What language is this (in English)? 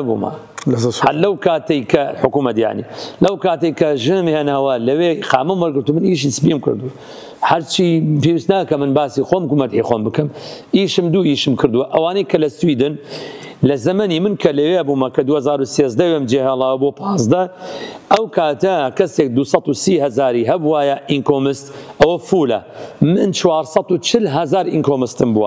Central Kurdish